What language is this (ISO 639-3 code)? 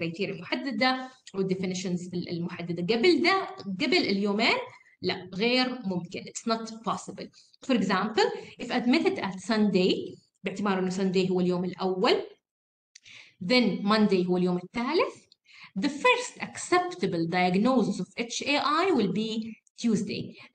ara